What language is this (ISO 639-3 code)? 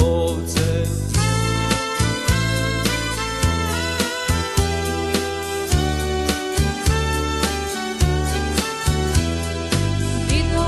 hrv